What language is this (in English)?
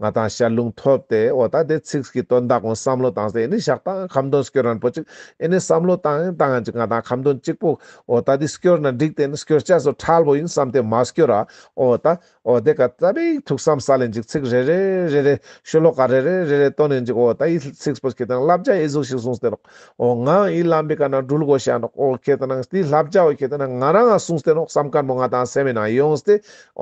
Ladakhi